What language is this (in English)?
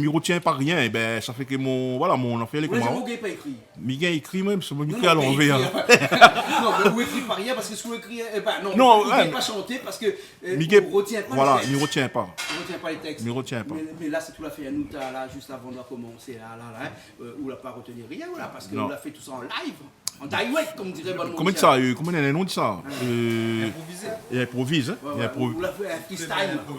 Réunion Creole French